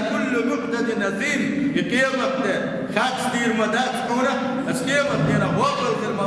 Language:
Chechen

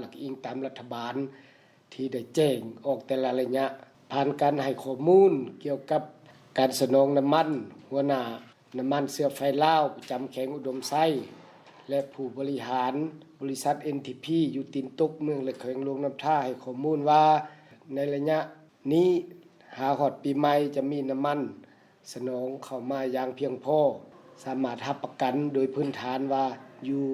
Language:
Lao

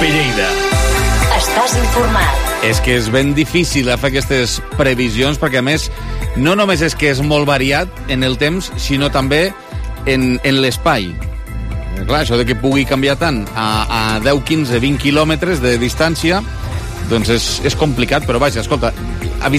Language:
Catalan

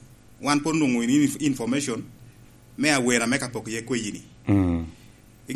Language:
Lango (Uganda)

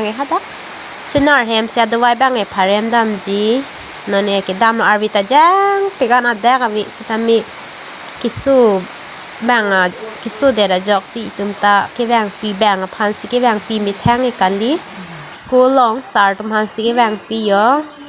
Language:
Karbi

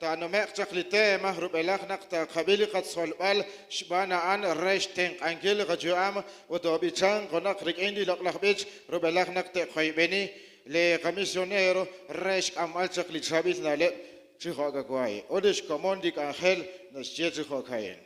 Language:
Kekchí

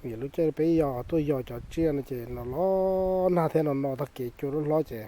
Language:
Hmong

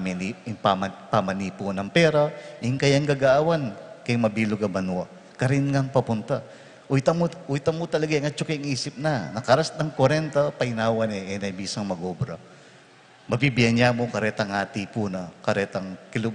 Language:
Pampanga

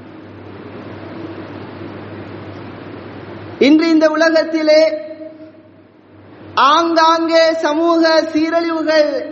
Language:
Tamil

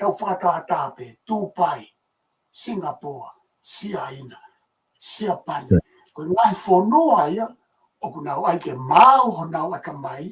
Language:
Tongan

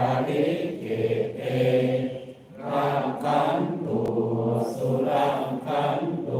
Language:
Pali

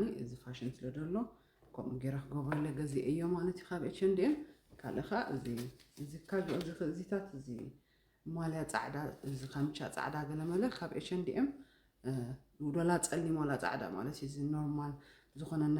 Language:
Tigrinya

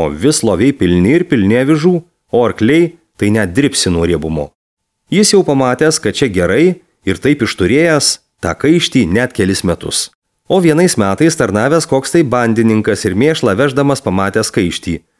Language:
Lithuanian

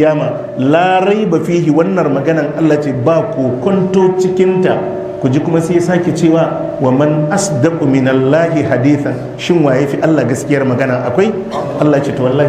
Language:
Hausa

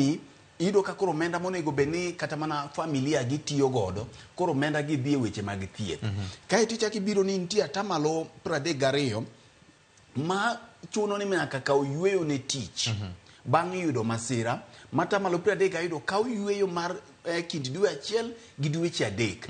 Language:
Luo (Kenya and Tanzania)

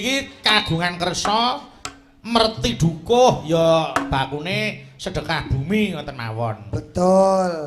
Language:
Javanese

